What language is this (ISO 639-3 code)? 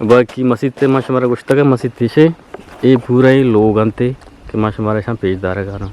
bgp